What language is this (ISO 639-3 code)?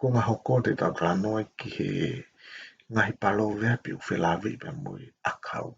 ton